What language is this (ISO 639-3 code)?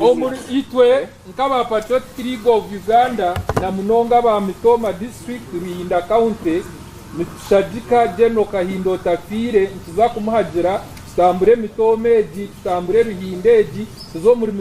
nyn